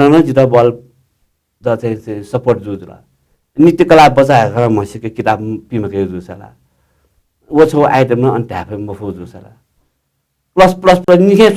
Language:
Newari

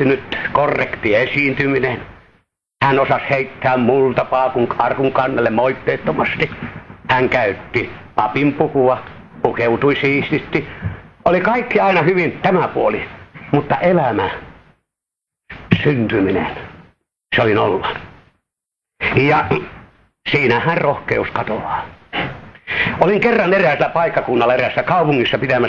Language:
Finnish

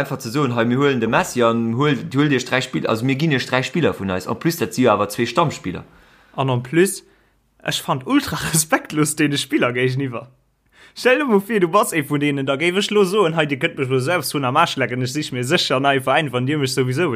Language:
Luxembourgish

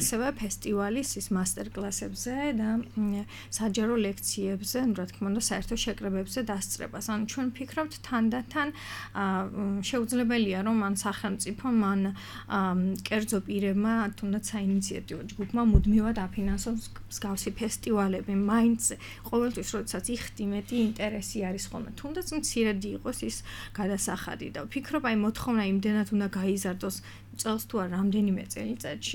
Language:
Georgian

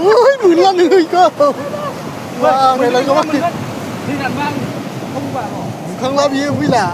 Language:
Bodo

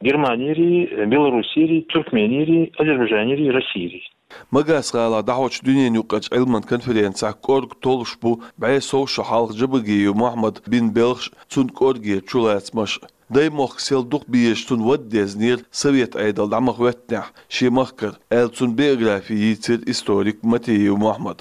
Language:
Chechen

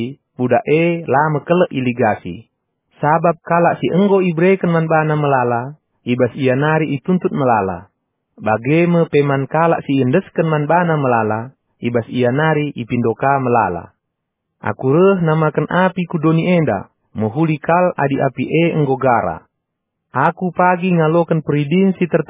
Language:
Batak Karo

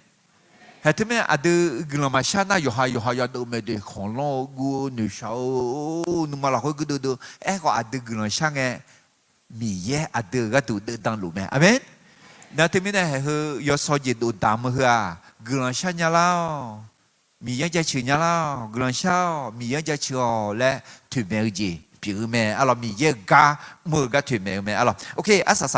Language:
Akha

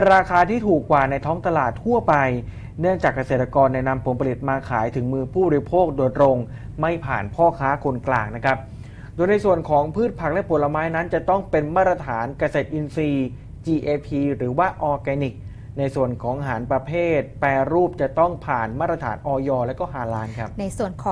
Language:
Thai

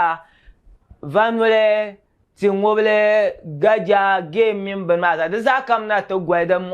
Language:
Dagbani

